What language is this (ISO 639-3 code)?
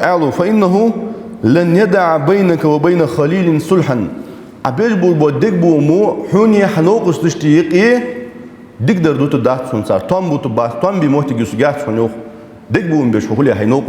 inh